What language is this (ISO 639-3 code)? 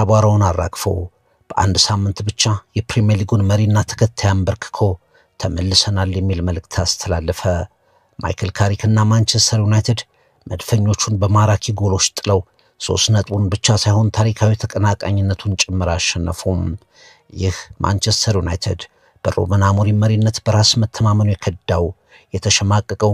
amh